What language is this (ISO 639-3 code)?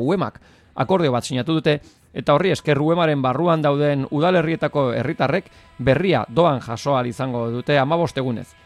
eus